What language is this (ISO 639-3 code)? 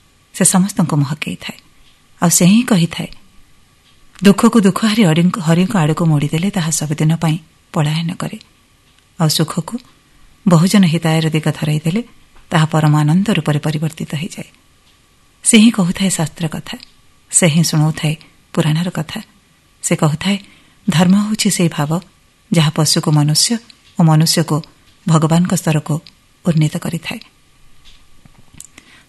ori